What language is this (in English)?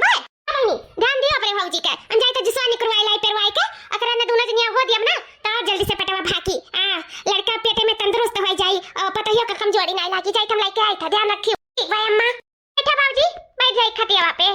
Awadhi